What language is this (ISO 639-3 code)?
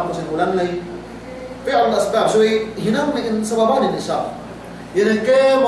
yka